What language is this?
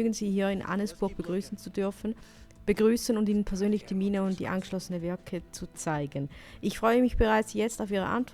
Swiss German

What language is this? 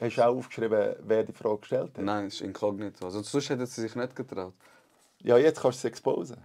Swiss German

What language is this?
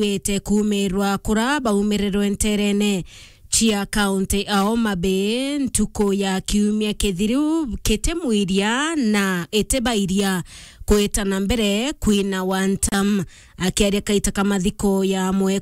Meru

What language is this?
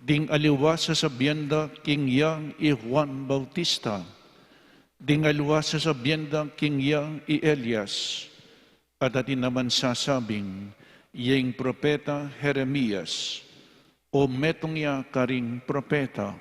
Pampanga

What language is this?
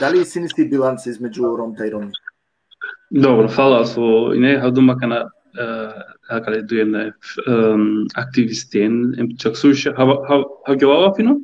Balkan Romani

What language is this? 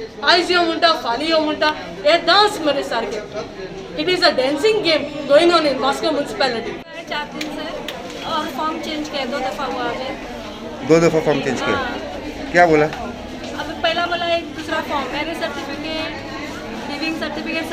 Konkani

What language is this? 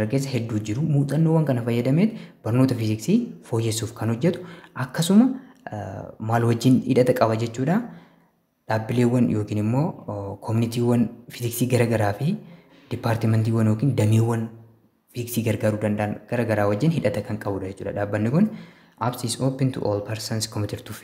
Oromo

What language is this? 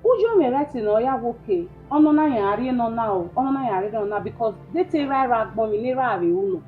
Bini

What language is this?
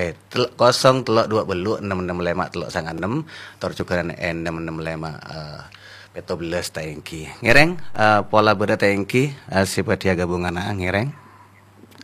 Madurese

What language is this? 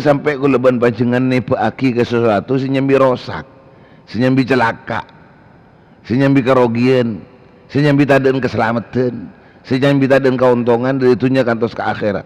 Madurese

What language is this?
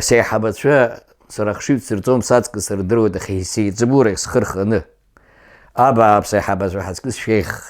Abkhazian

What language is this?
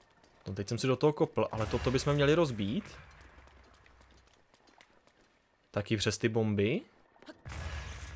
Czech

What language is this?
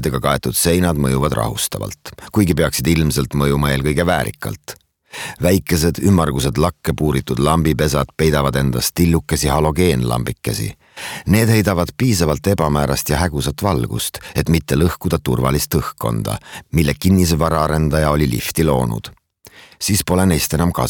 Estonian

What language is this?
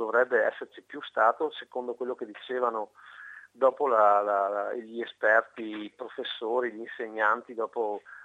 Italian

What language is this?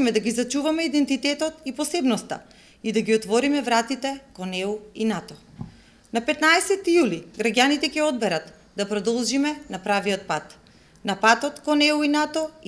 Macedonian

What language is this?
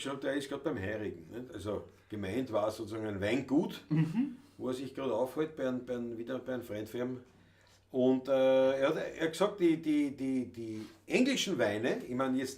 Bavarian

